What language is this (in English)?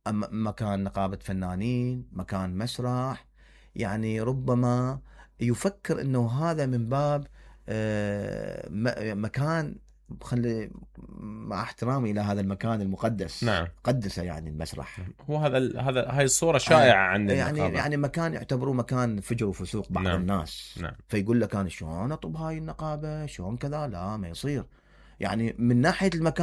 Mesopotamian Arabic